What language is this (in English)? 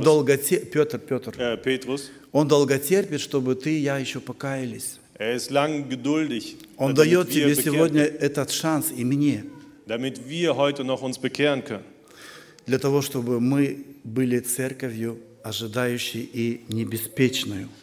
Russian